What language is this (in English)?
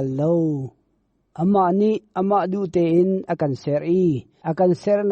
Hakha Chin